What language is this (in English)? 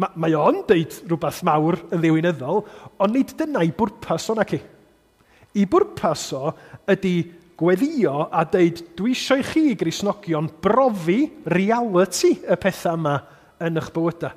Welsh